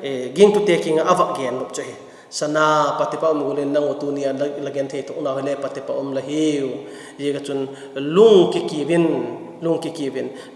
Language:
Vaiphei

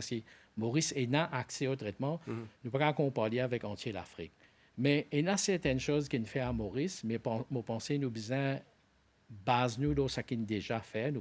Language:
Morisyen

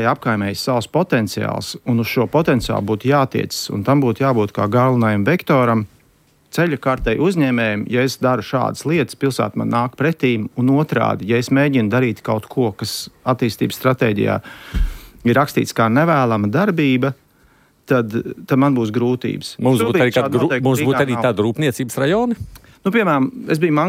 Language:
Latvian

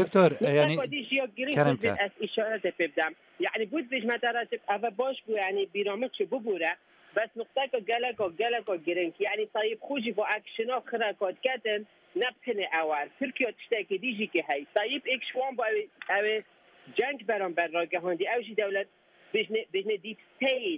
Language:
Kurdish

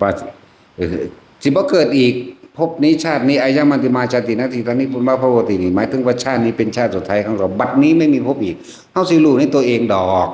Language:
Northeastern Thai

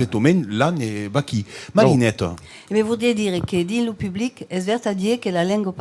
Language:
Occitan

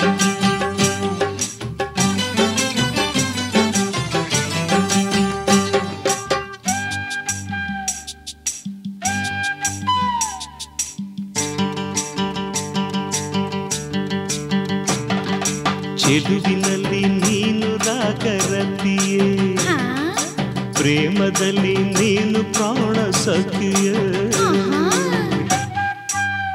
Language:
Kannada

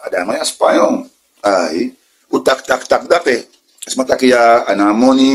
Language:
Sranan Tongo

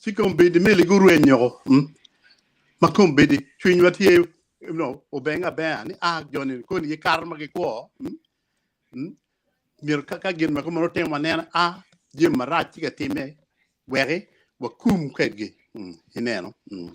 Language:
Acoli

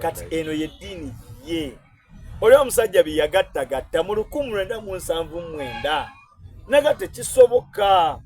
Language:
Soga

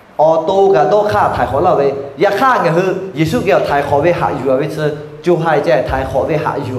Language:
Lahu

